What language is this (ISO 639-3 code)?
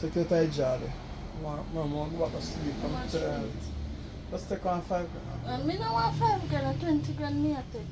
jam